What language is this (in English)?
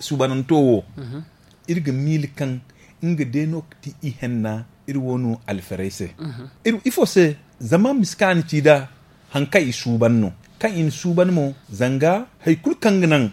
Zarma